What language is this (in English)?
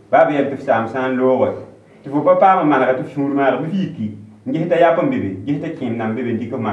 Mossi